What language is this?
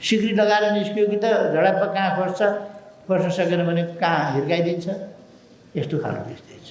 Nepali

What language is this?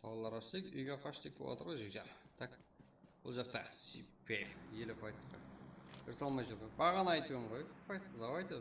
Kara-Kalpak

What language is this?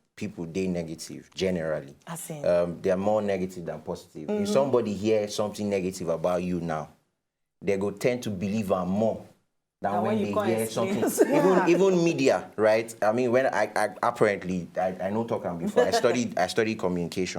Nigerian Pidgin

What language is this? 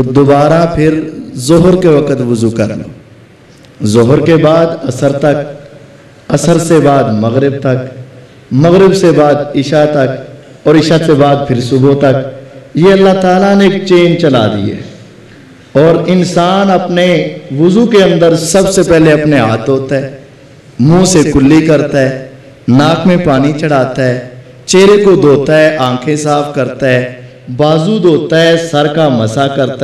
Urdu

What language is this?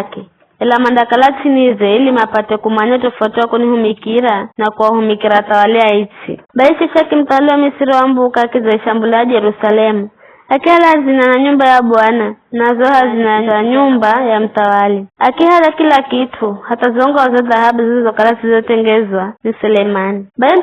Giryama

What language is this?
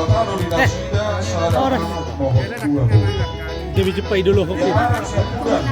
Batak Toba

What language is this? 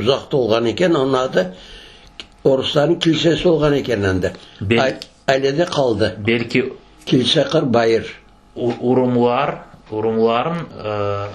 Crimean Tatar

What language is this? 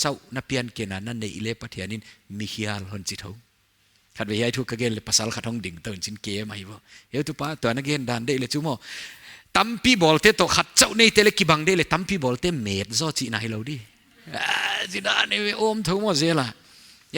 Paite Chin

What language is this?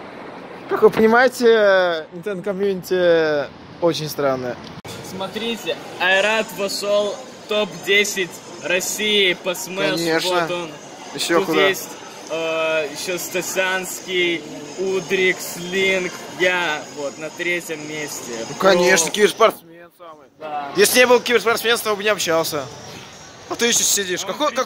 Russian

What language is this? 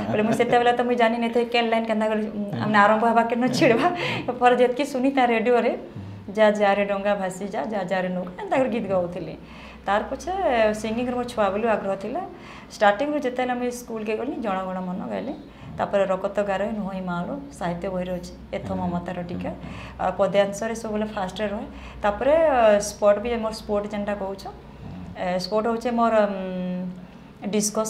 Sambalpuri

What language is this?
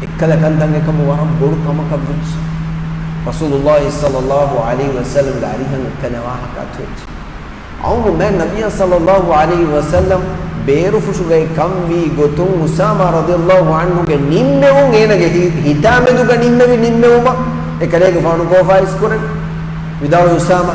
Divehi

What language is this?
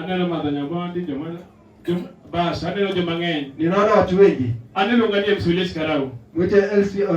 Luo (Kenya and Tanzania)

